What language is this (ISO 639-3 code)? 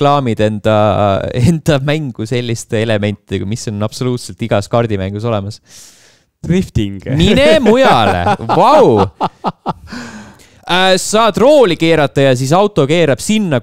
est